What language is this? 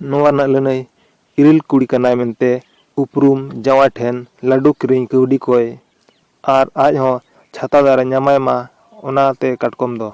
Santali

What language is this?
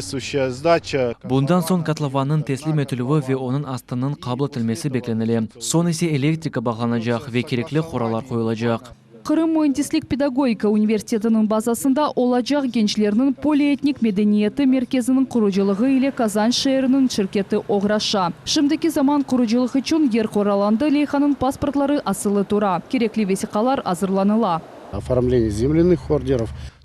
Crimean Tatar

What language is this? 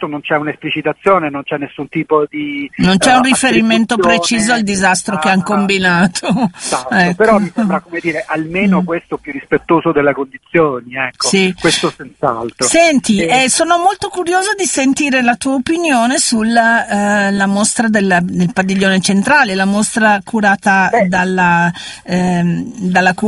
Italian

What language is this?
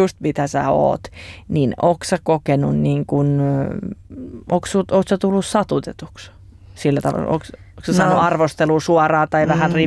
Finnish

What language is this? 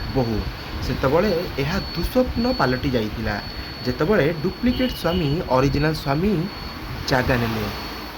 Odia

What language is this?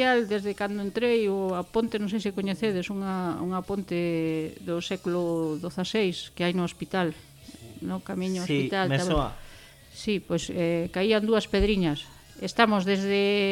Galician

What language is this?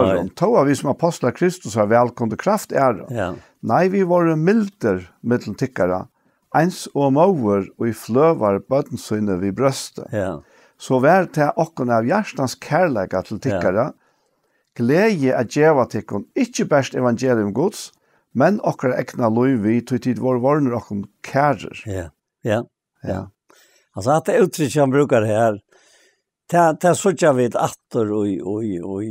Faroese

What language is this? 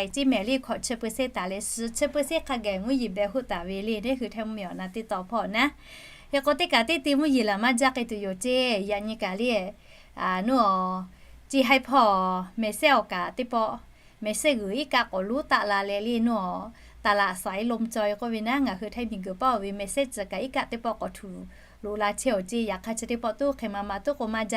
Lahu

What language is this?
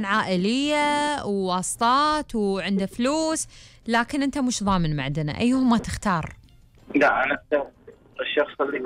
Gulf Arabic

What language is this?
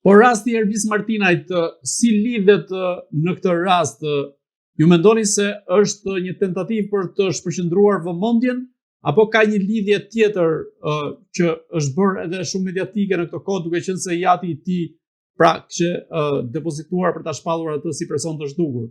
Albanian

